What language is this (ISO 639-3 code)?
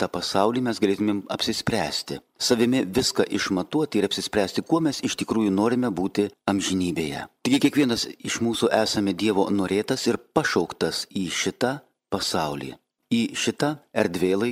lit